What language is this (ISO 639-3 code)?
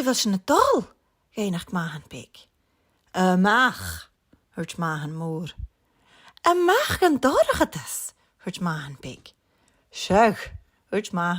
gla